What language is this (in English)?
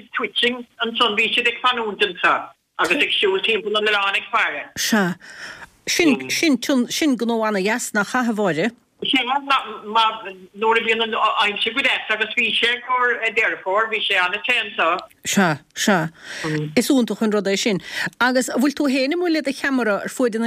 Irish